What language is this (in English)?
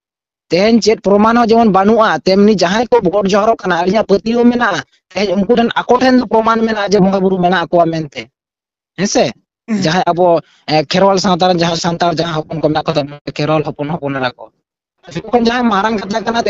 Santali